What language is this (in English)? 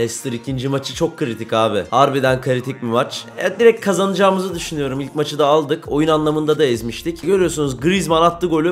Turkish